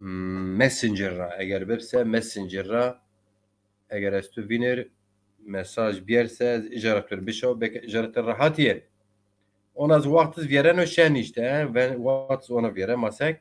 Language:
Zaza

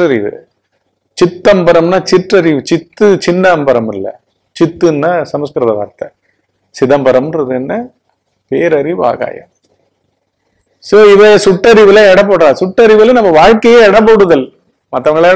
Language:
Tamil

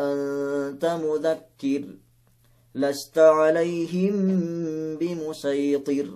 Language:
Yakan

